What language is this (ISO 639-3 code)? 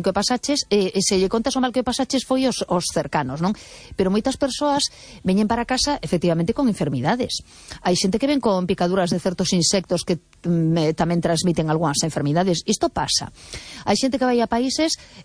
glg